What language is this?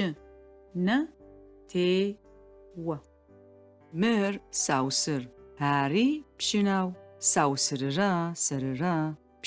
Adyghe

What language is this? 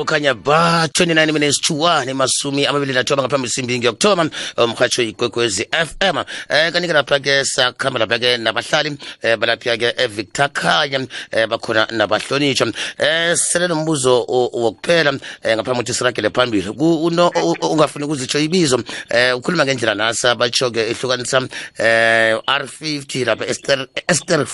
South Ndebele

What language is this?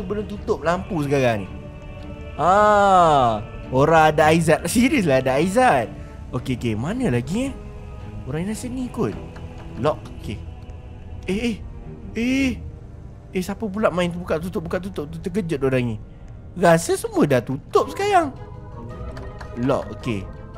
Malay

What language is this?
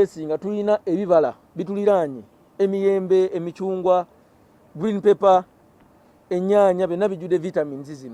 Ganda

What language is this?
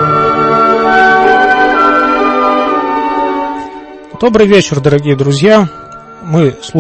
Russian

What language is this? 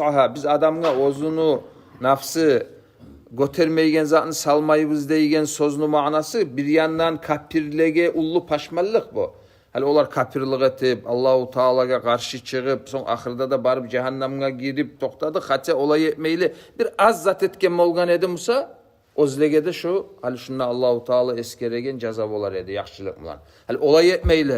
Kumyk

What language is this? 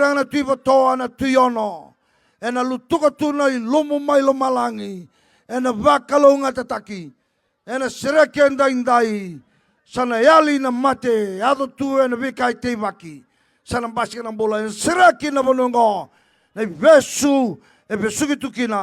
Fijian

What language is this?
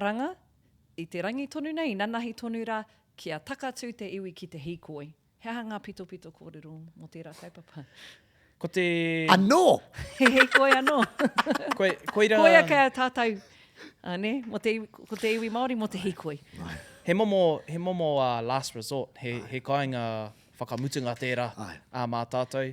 Māori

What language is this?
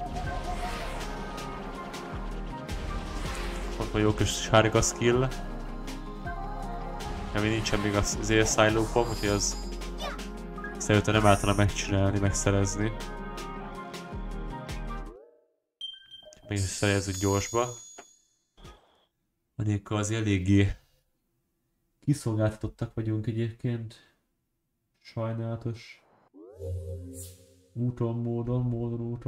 Hungarian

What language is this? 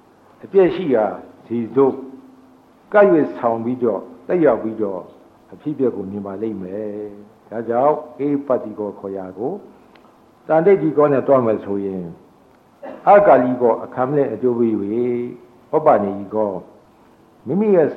Burmese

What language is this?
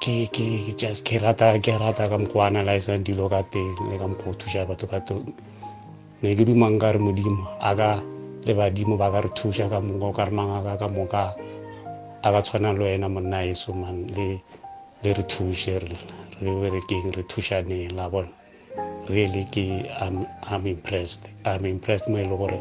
Northern Sotho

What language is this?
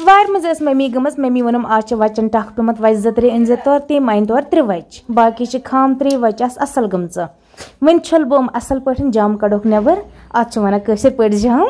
Kashmiri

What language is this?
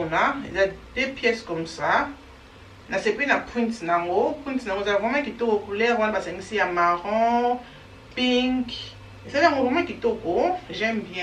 Lingala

